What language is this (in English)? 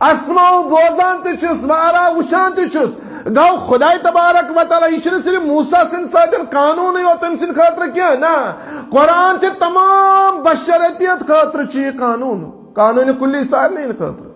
Kashmiri